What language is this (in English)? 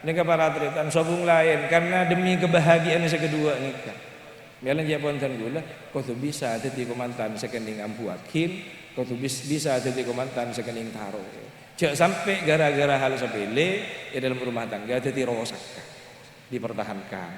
Madurese